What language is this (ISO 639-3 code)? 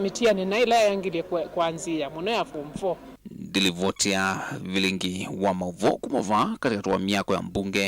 kam